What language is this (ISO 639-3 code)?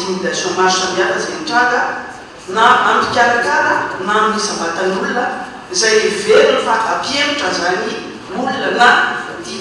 mlg